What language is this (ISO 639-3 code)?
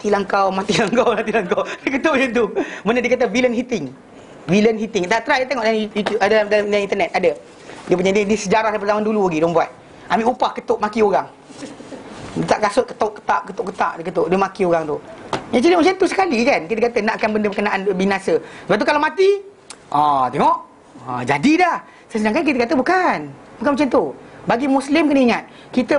msa